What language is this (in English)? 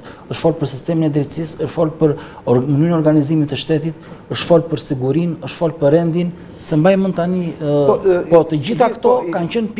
Albanian